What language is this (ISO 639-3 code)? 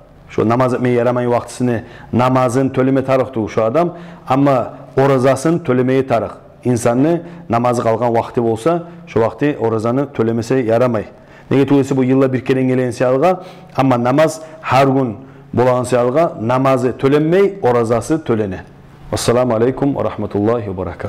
kum